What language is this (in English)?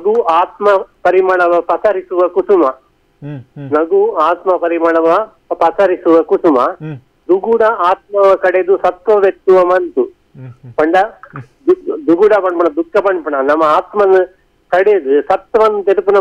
Tulu